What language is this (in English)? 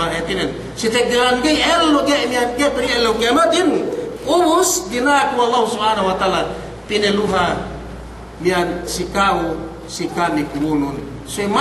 Yakan